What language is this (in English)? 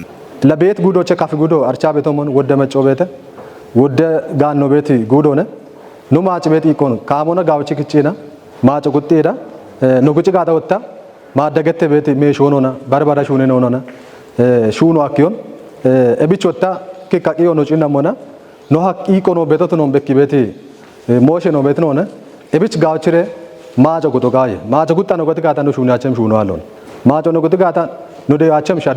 Kafa